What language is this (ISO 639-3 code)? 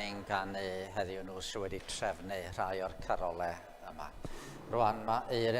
cym